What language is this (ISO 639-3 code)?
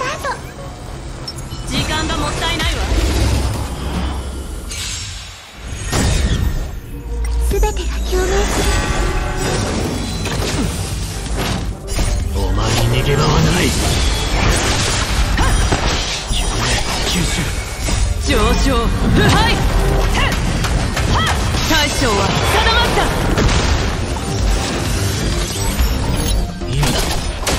jpn